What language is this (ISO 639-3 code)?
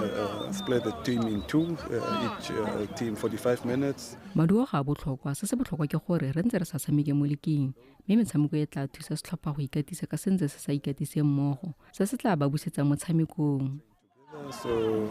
tsn